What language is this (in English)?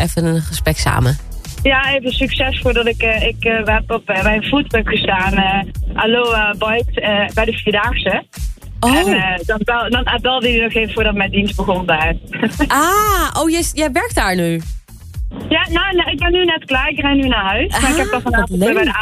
Dutch